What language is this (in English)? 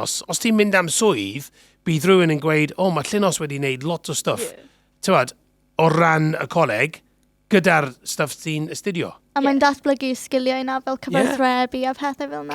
Welsh